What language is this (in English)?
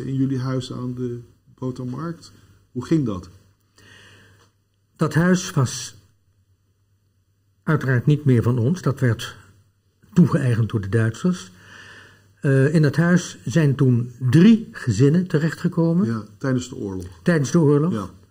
Dutch